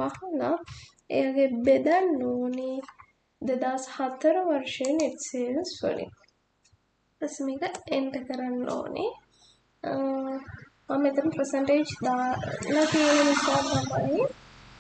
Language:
Sinhala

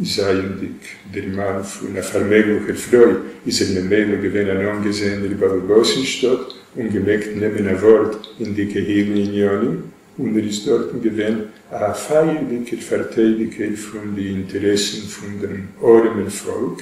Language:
Yiddish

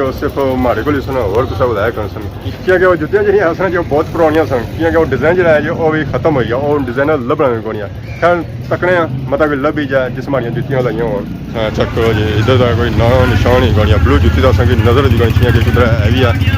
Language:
Pahari-Potwari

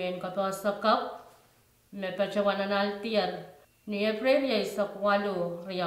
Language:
Pohnpeian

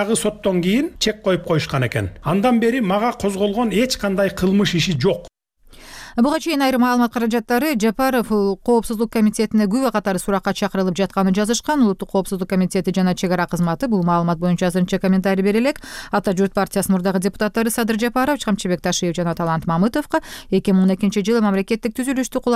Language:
Kyrgyz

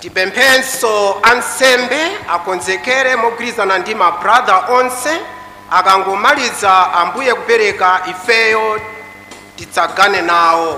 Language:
Nyanja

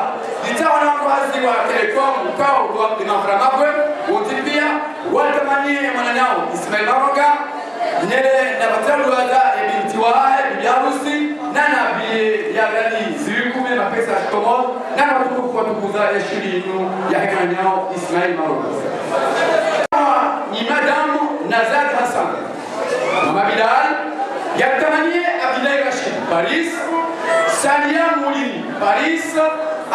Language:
Ngazidja Comorian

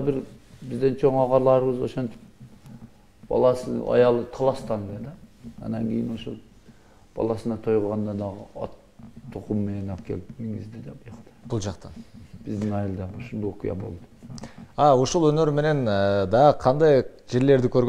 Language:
Kyrgyz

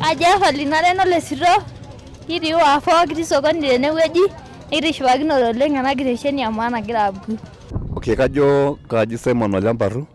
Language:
Masai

